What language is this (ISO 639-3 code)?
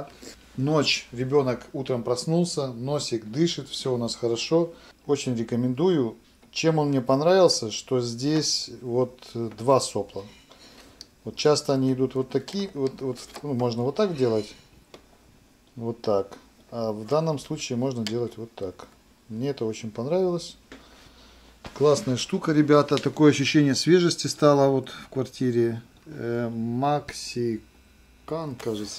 rus